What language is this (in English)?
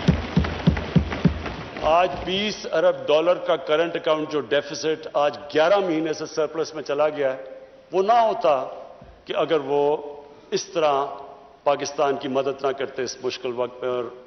Urdu